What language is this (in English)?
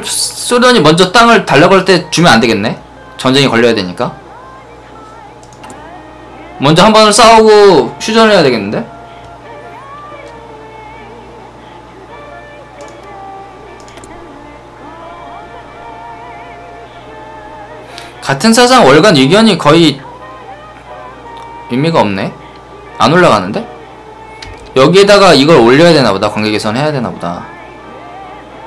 Korean